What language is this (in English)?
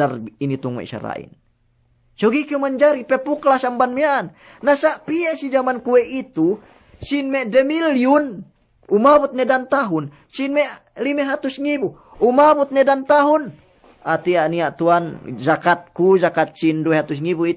Yakan